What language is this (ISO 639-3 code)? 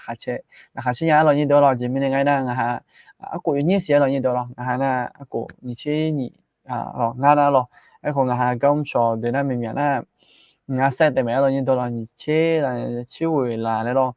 ahk